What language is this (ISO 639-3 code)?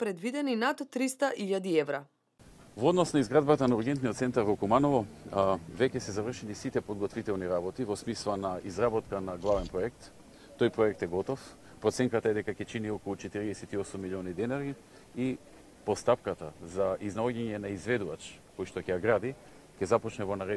mkd